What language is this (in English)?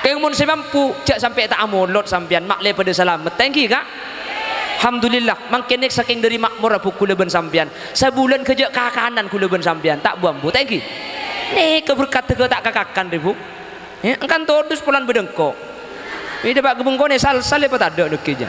Madurese